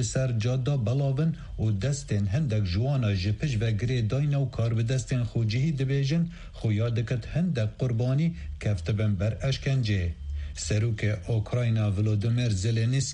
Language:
Kurdish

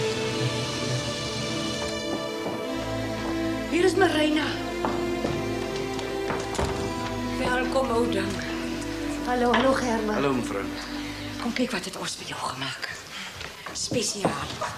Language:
Afrikaans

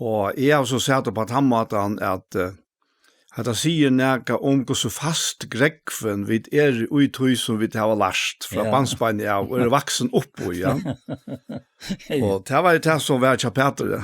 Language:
Faroese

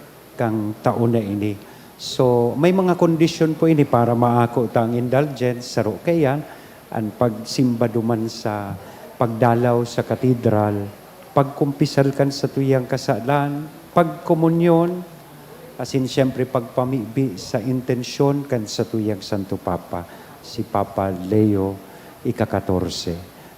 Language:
Bikol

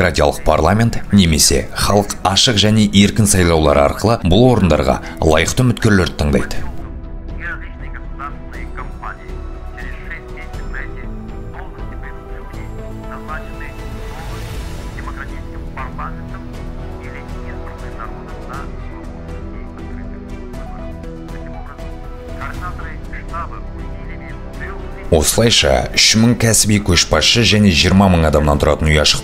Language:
Kazakh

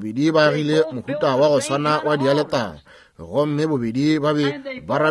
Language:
Northern Sotho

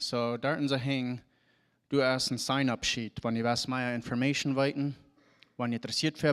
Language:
Plautdietsch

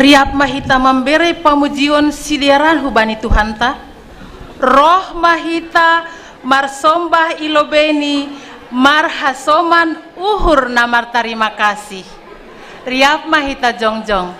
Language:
Batak Simalungun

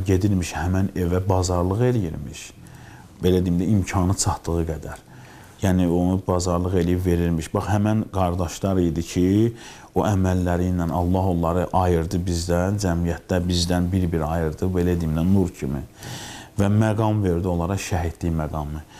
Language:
Azerbaijani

